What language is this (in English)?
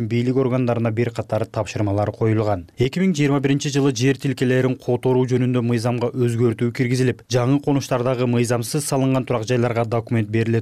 Kyrgyz